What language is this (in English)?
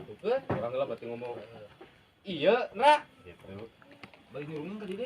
Sundanese